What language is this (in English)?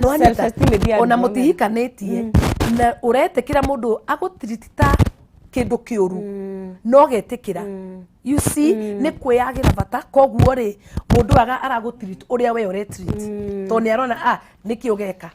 Kikuyu